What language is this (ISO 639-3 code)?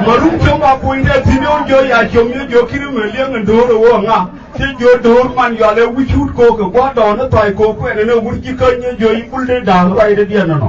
nus